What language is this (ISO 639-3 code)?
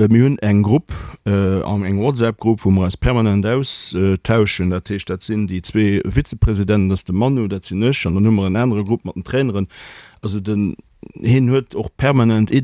ltz